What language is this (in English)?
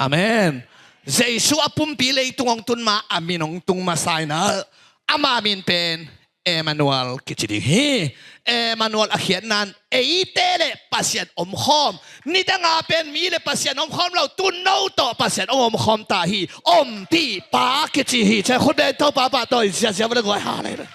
Tedim Chin